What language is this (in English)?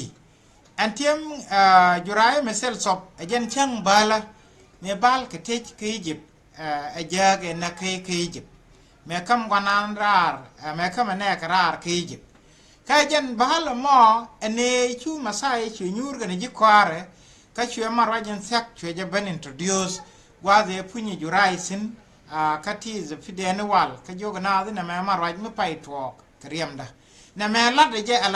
Nuer